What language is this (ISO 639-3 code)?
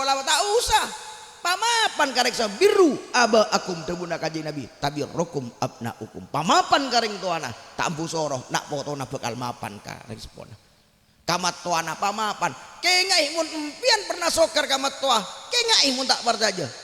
mad